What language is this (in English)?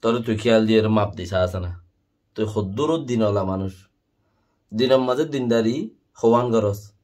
Rohingya